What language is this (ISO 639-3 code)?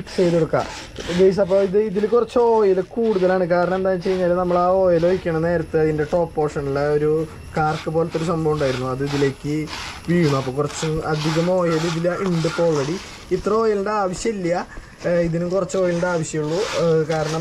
mal